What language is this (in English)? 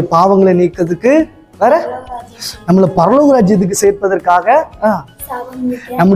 Tamil